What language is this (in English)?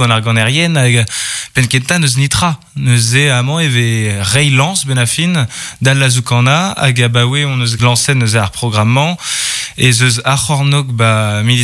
Breton